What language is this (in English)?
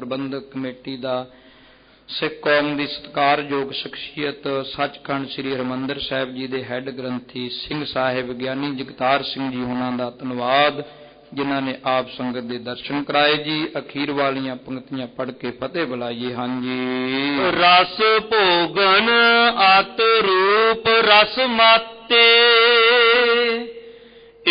Punjabi